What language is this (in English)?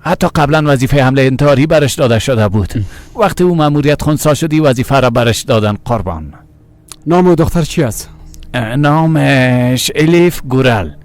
Persian